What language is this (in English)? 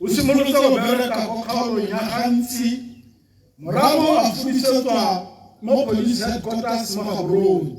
Tswana